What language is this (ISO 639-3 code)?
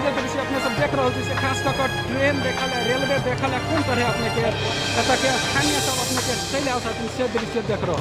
mai